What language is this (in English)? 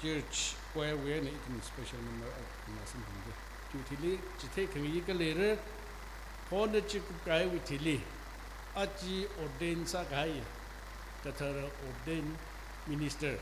Tangkhul Naga (India)